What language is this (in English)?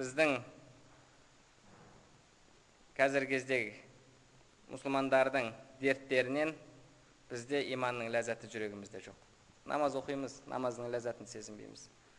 Kazakh